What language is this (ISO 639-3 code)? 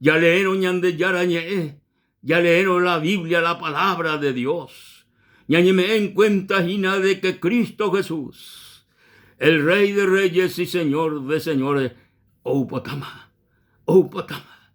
grn